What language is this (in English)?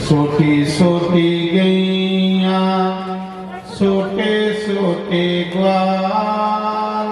Dogri